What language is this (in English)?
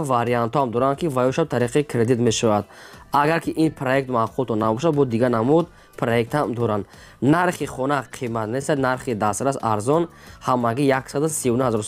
Tajik